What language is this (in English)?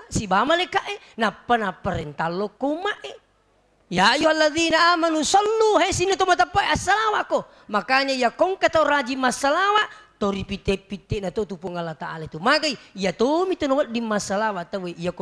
Buginese